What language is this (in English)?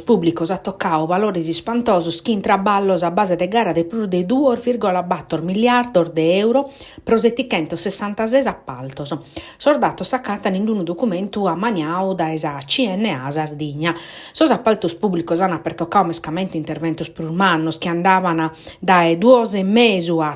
Sardinian